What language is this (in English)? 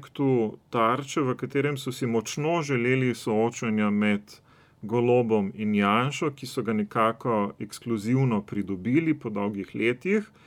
Slovenian